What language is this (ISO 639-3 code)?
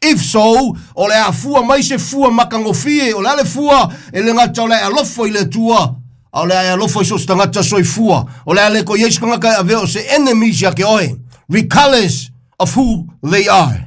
smo